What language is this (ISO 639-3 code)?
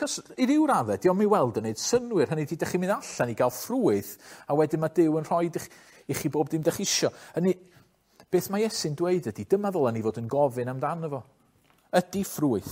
cym